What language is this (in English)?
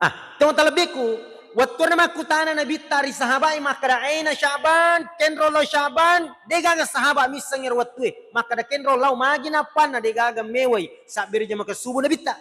Buginese